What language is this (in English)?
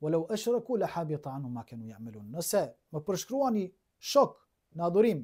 Albanian